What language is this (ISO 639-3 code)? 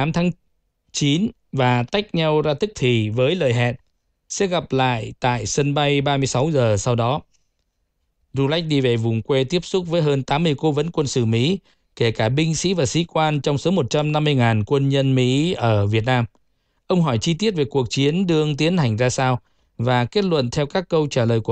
vie